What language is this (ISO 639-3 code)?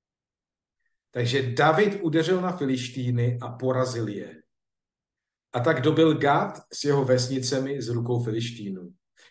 ces